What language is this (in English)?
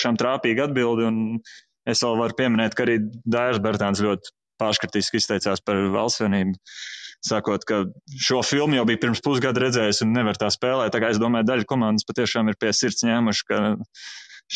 Latvian